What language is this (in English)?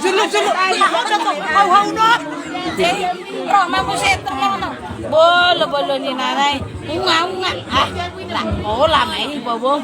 Batak Toba